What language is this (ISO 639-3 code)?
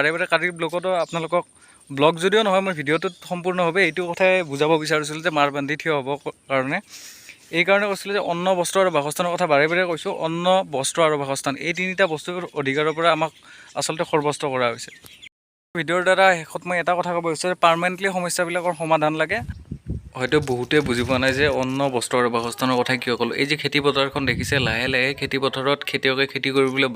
asm